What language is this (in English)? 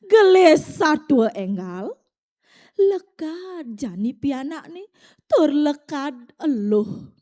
Balinese